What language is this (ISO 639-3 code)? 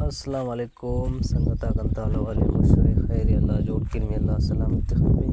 brh